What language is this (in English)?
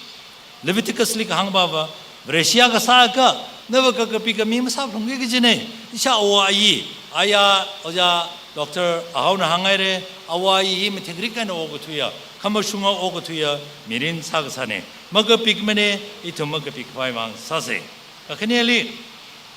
Tangkhul Naga (India)